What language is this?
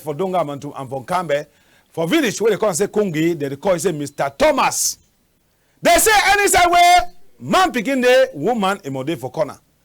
Cameroon Pidgin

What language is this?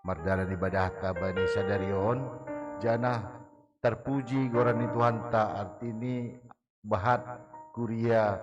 Batak Simalungun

